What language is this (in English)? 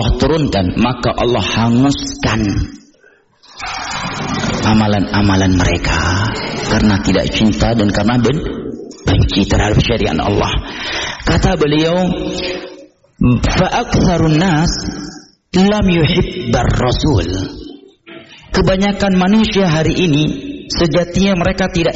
Indonesian